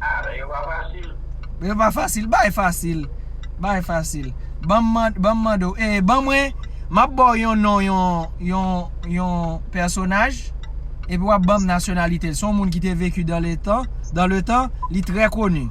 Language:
Haitian Creole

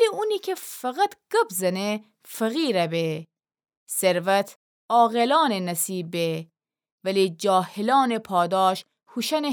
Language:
Gilaki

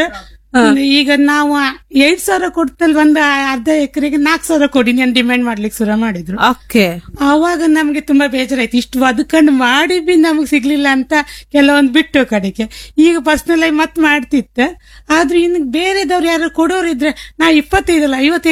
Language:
Kannada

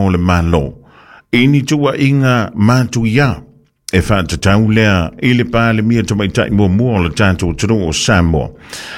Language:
Samoan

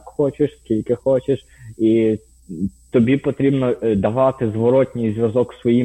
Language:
Ukrainian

